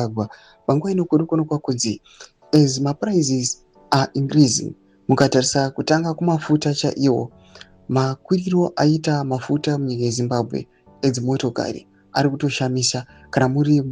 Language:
Shona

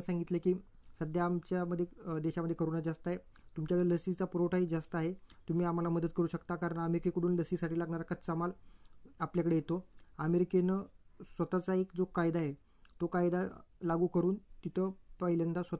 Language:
Marathi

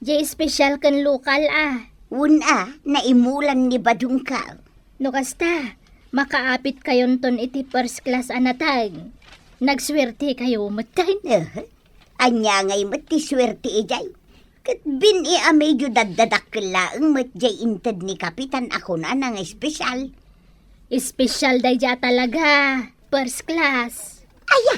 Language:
Iloko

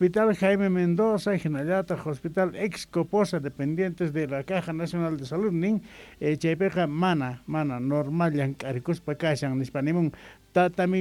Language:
South Bolivian Quechua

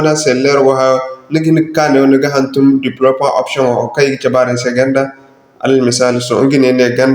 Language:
Zarma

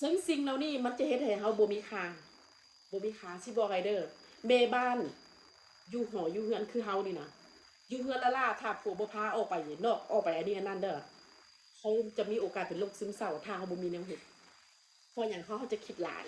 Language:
Northeastern Thai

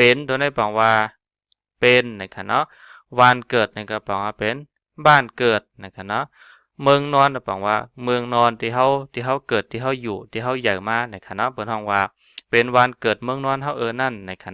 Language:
Shan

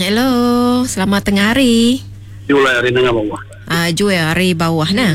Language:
Iban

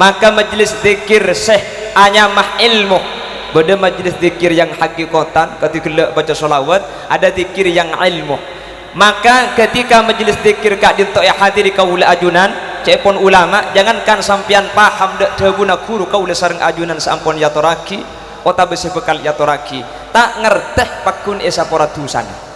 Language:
Madurese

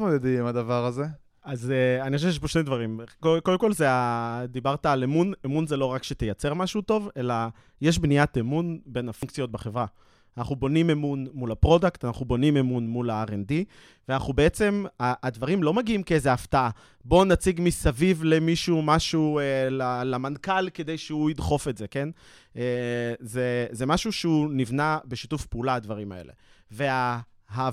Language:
Hebrew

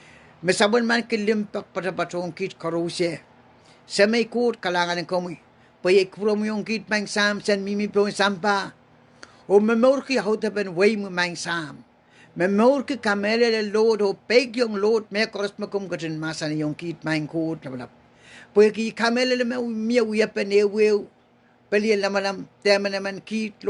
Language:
Pohnpeian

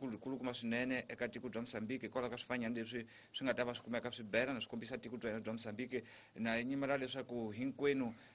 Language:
Tsonga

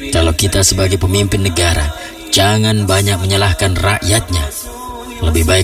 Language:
Indonesian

